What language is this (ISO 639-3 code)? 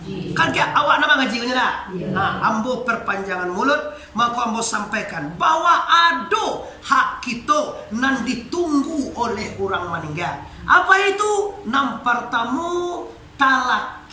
min